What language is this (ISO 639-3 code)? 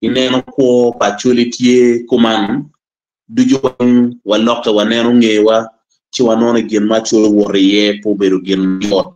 ach